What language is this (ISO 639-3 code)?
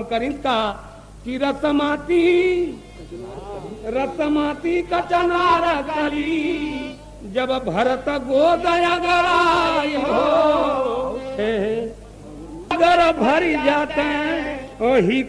bho